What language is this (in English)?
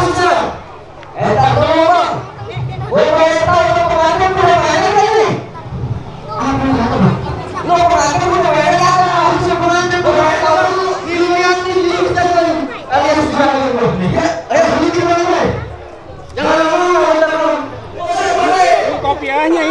Betawi